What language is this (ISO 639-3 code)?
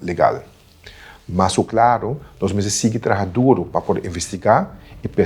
pap